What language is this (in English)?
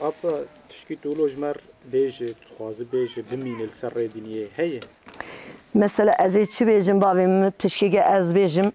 Kurdish